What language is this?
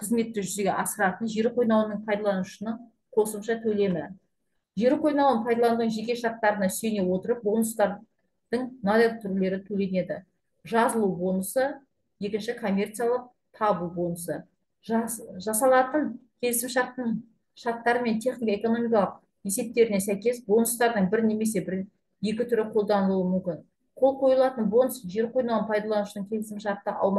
Kazakh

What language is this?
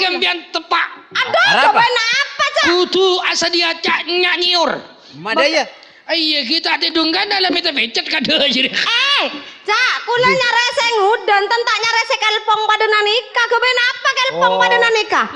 Madurese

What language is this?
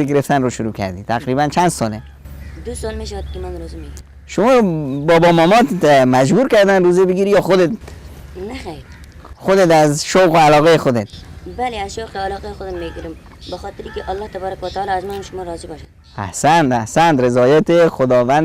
Persian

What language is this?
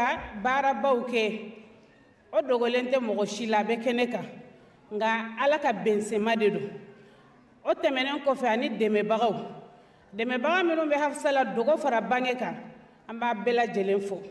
Bambara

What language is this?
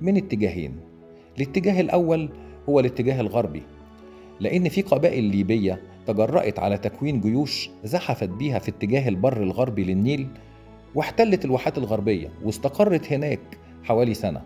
Egyptian Arabic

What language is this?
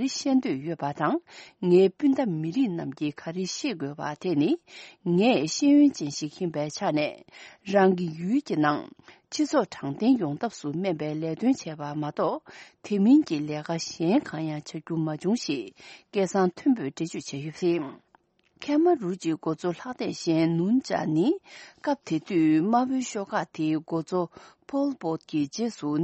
Tibetan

